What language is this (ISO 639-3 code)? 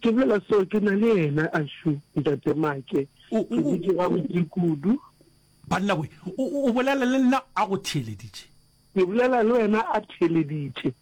nso